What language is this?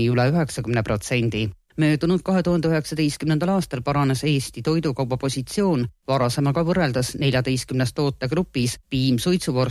Estonian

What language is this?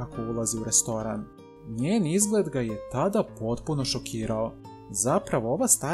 Serbian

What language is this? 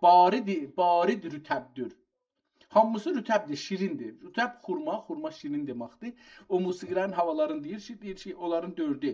South Azerbaijani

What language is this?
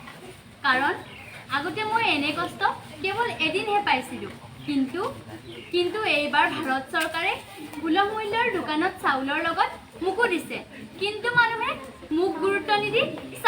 Assamese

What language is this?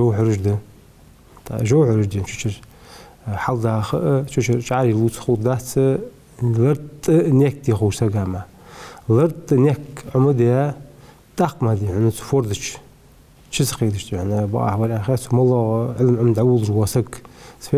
Ingush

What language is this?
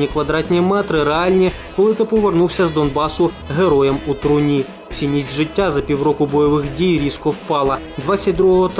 Ukrainian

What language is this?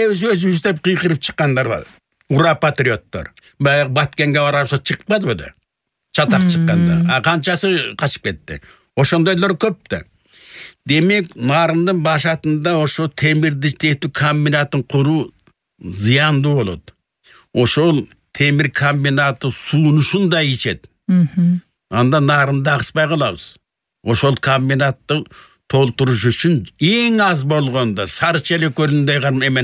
Kyrgyz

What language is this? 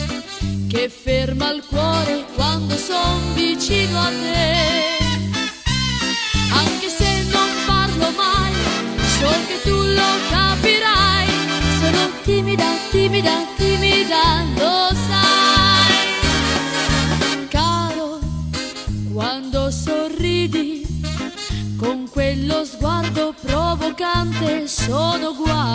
Italian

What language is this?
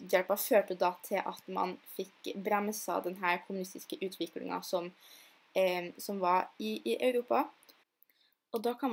Norwegian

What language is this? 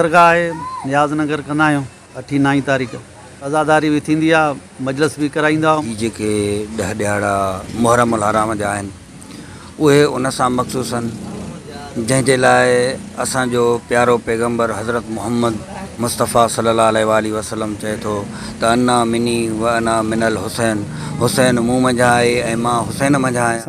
Sindhi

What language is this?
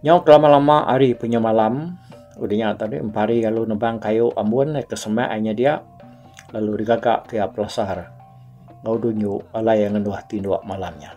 Iban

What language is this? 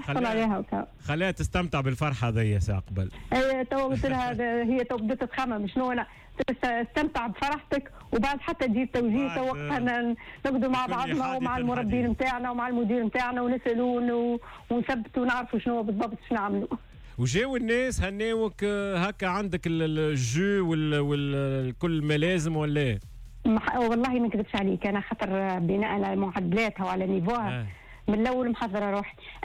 Tunisian Arabic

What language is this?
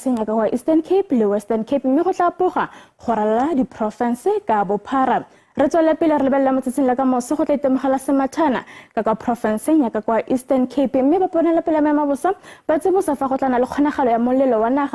Tswana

